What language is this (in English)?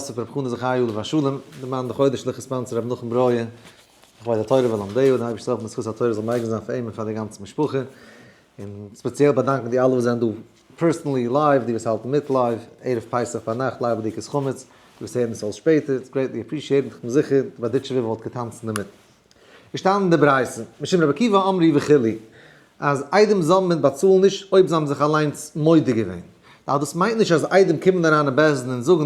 Yiddish